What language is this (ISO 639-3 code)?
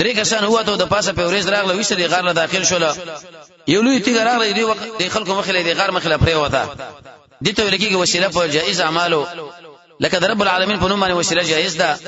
pus